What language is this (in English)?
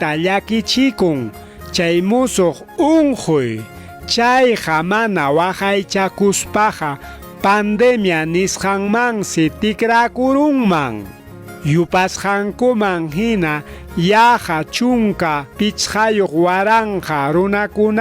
Ayacucho Quechua